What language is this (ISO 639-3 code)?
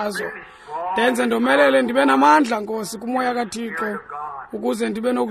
xho